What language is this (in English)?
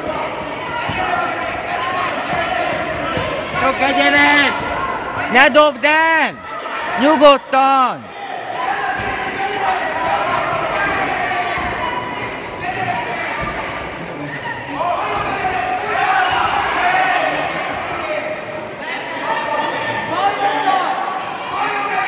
Hungarian